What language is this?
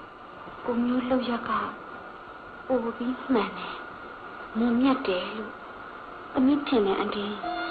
Burmese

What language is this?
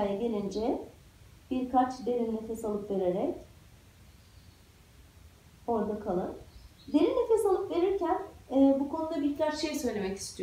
Turkish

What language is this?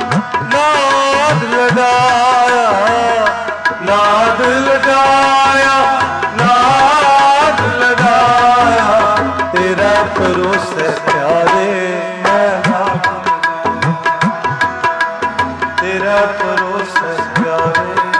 Punjabi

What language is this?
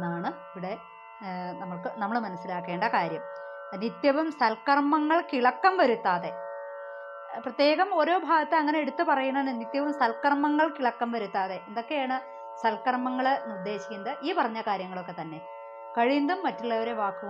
Malayalam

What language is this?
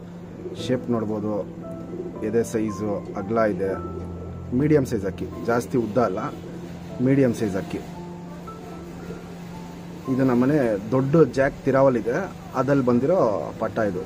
Kannada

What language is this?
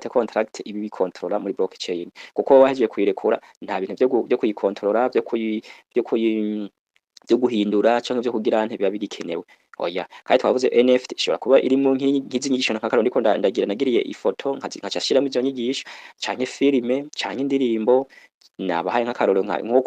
Rundi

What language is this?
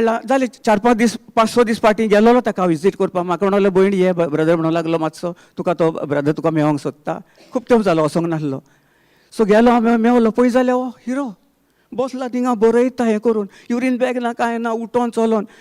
Konkani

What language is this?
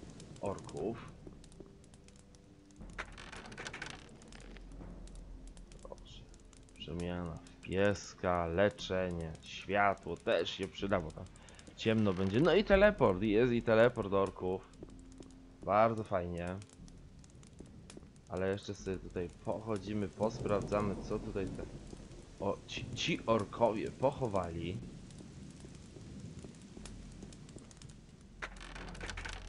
Polish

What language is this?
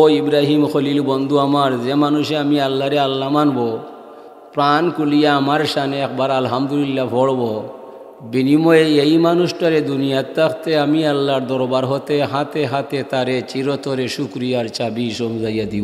Sylheti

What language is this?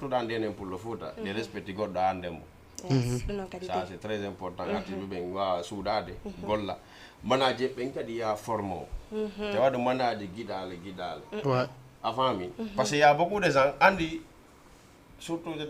Fula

